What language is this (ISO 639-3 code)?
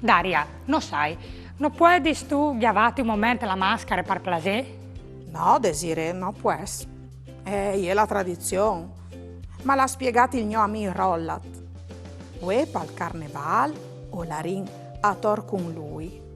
fur